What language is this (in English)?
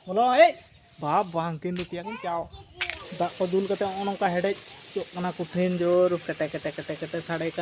Santali